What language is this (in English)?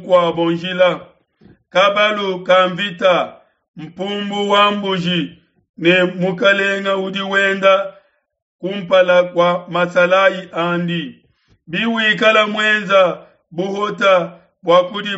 Luba-Lulua